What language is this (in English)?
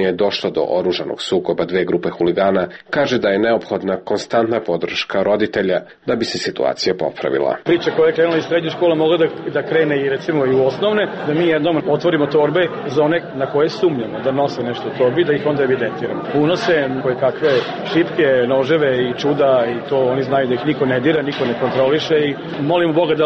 Serbian